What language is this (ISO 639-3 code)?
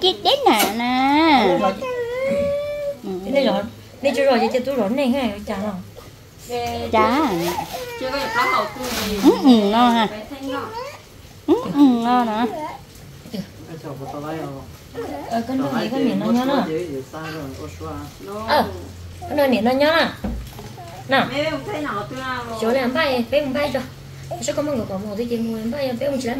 vie